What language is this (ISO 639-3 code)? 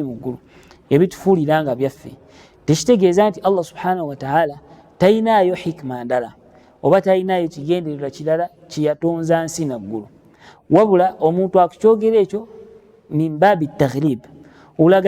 lug